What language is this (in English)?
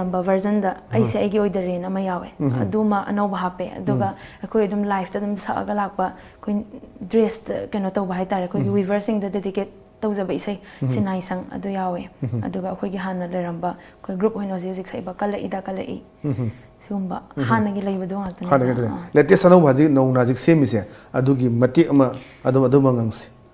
Manipuri